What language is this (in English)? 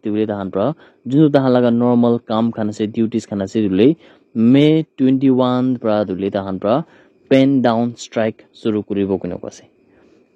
Naga Pidgin